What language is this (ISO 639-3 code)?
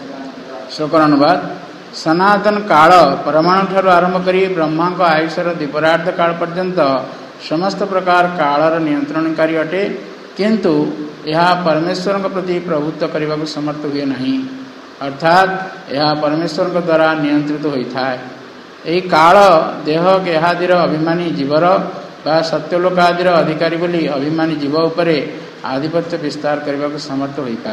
ori